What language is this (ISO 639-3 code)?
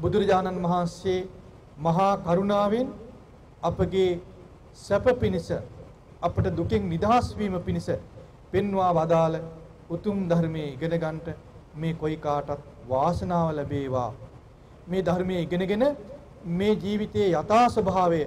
sin